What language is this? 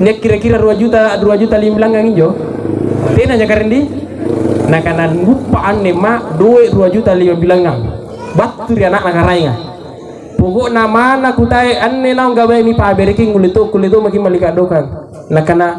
Makasar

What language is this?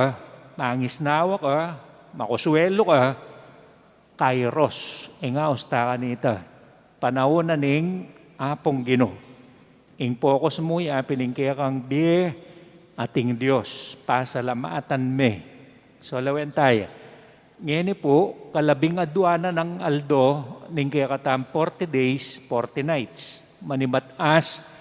Pampanga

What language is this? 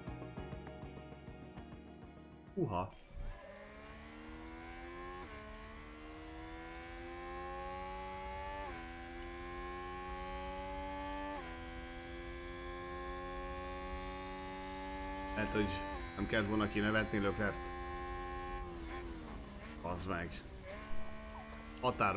Hungarian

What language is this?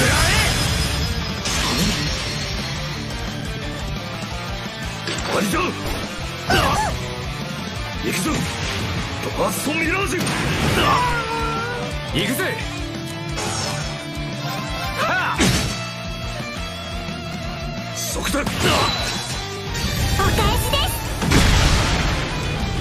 Japanese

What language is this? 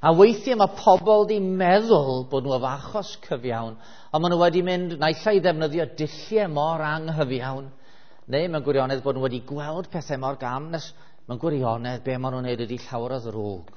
Welsh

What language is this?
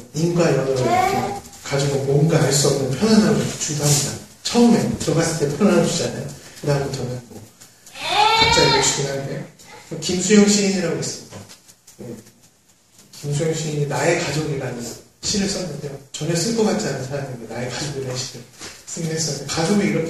Korean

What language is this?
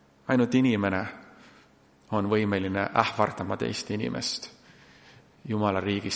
Estonian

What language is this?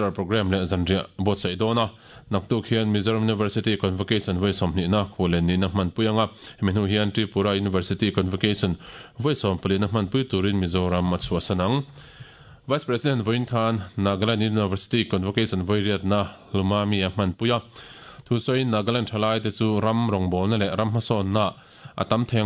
Mizo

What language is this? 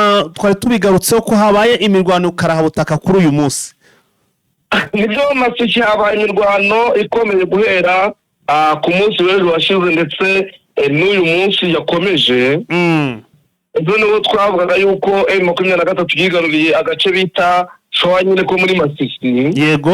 Kinyarwanda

